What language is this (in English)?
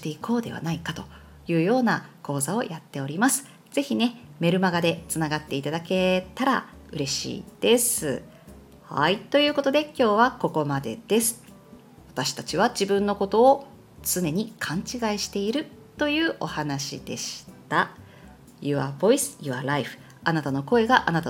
Japanese